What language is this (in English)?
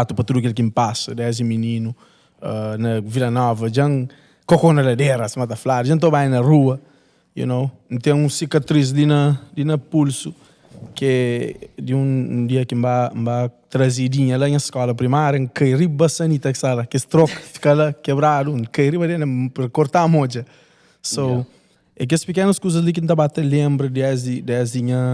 Kabuverdianu